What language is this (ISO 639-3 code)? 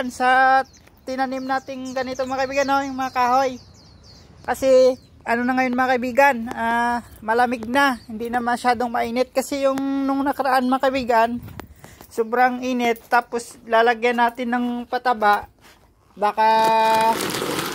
fil